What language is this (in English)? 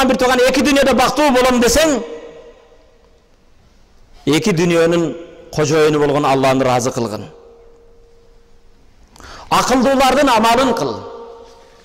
Kyrgyz